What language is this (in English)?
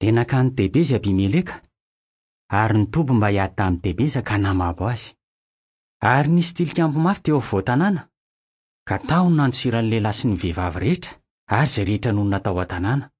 Malagasy